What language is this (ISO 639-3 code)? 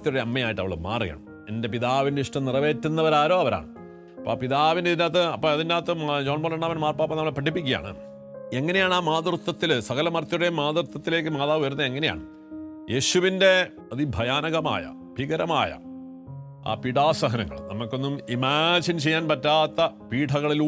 mal